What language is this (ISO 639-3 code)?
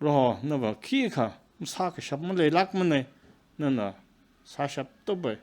nmf